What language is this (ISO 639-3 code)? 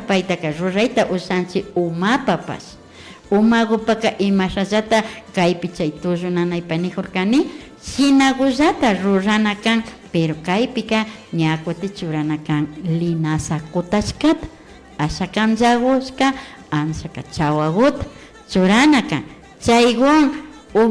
qvi